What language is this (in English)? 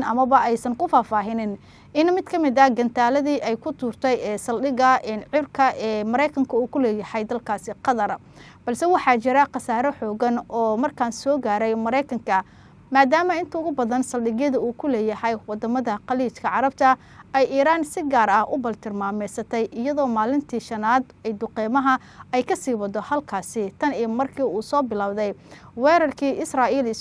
Somali